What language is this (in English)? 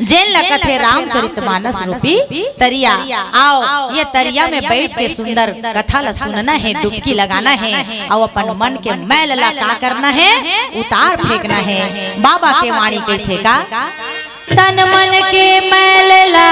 Chhattisgarhi